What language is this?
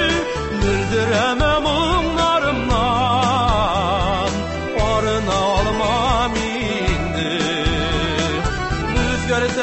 Tatar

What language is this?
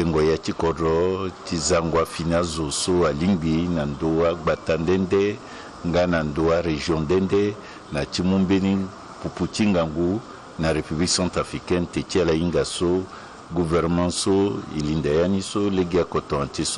Sango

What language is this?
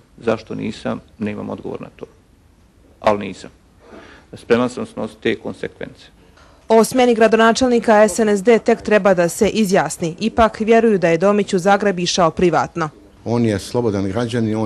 Bosnian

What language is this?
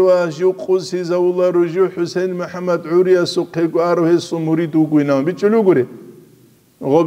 Avaric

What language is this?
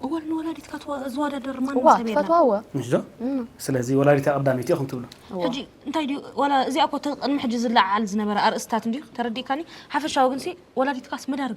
Tigrinya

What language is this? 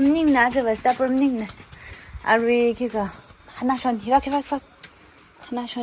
Tangkhul Naga (India)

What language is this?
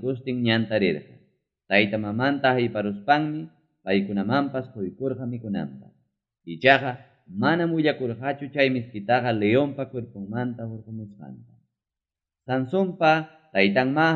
Ayacucho Quechua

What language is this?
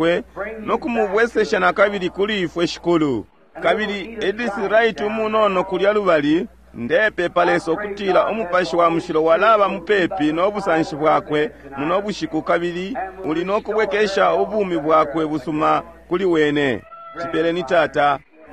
Bemba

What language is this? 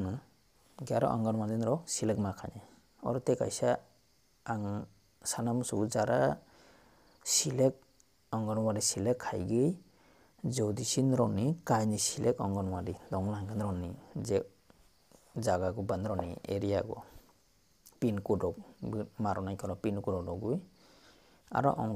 Kok Borok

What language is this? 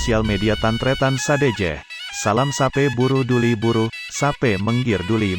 Madurese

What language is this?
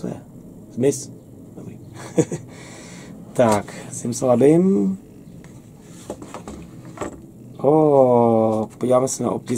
Czech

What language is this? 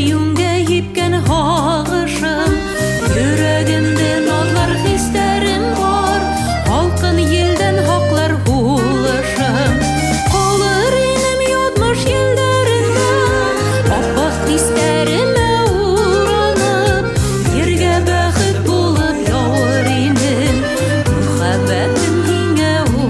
Bashkir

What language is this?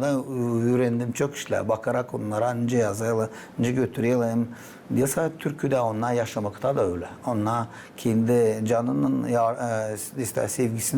Gagauz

